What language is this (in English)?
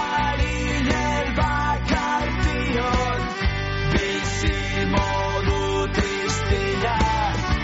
Basque